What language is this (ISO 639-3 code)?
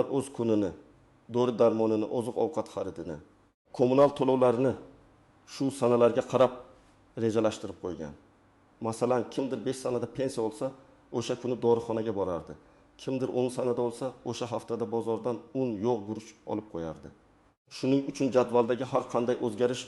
uzb